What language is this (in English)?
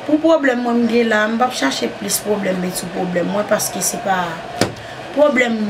Haitian Creole